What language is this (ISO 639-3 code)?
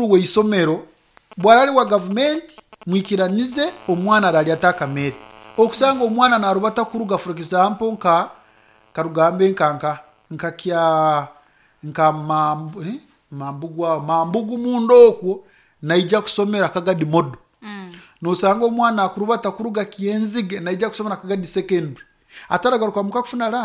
nyo